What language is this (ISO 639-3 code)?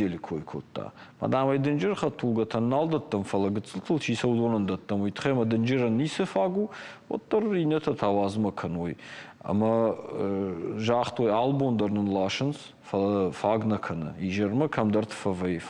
oss